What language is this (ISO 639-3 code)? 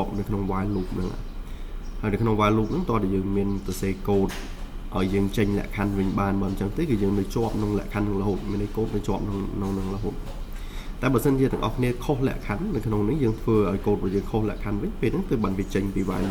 khm